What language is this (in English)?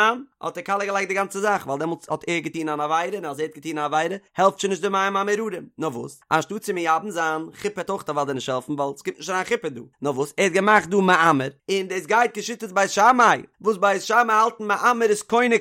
Yiddish